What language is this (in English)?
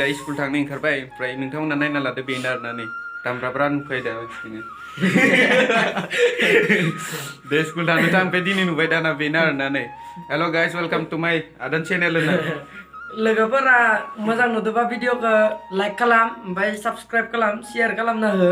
Bodo